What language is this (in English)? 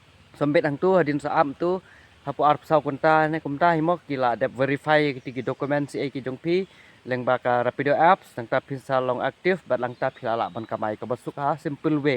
Khasi